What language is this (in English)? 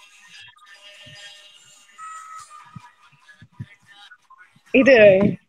Tamil